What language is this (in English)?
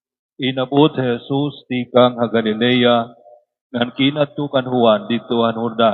Waray